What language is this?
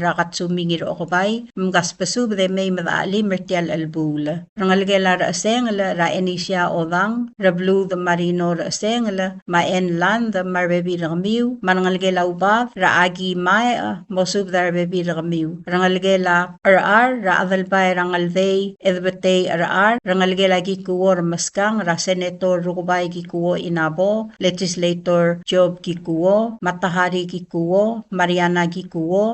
Palauan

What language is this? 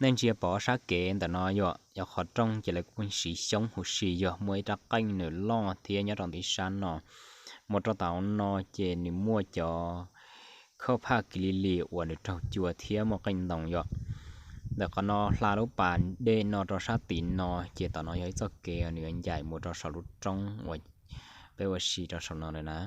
Hmong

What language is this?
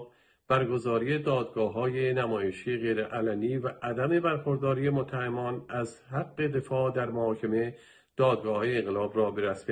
Persian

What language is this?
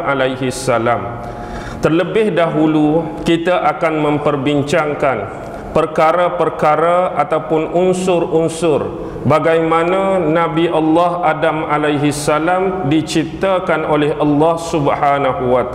Malay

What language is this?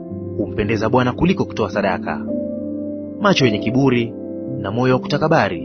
Swahili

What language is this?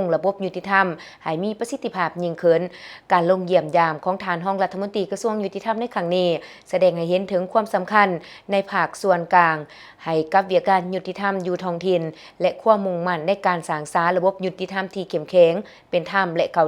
Lao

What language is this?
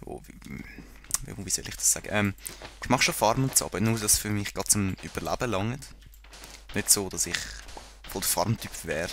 Swiss German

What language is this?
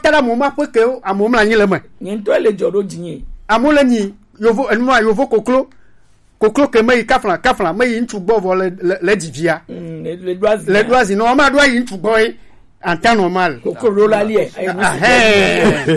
Gen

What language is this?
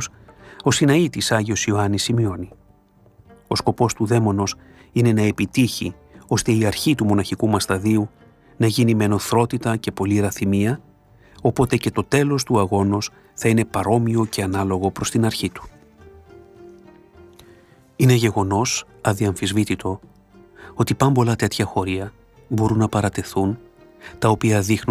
Greek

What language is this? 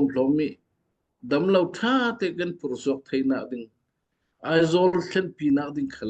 Falam Chin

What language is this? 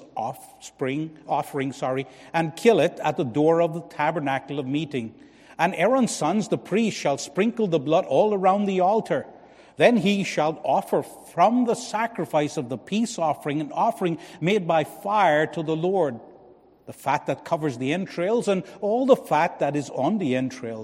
English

